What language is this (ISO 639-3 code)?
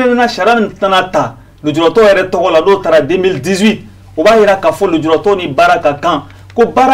bam